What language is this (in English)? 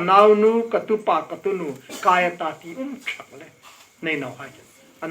Hmar